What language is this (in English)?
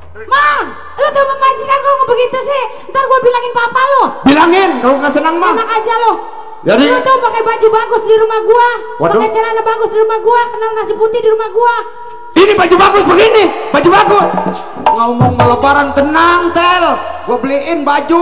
Betawi